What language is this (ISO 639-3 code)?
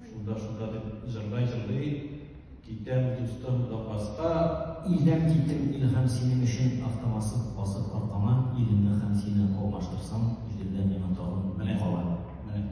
tat